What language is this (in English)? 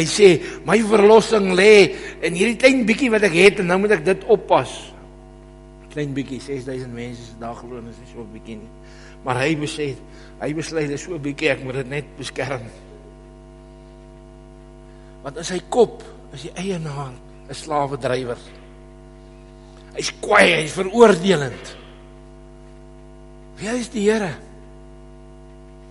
Afrikaans